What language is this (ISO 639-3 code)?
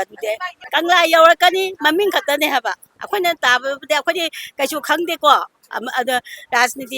mni